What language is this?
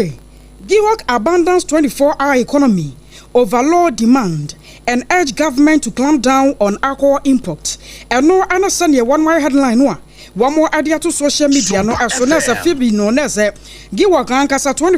Akan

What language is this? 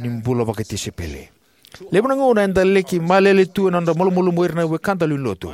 Fijian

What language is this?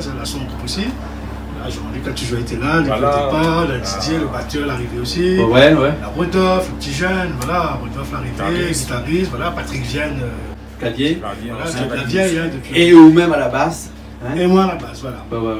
Réunion Creole French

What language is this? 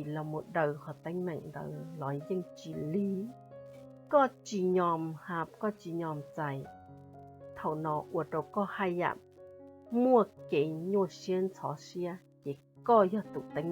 Hmong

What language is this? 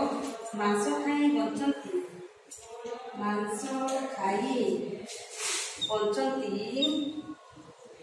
Odia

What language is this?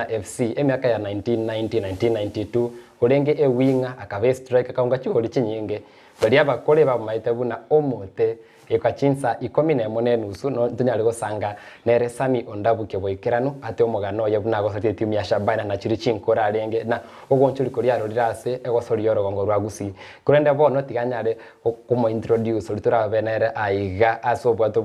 Gusii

